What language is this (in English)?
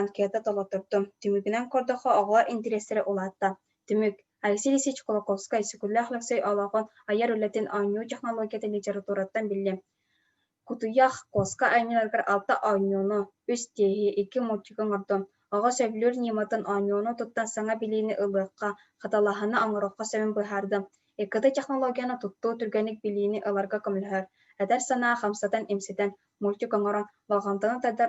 Yakut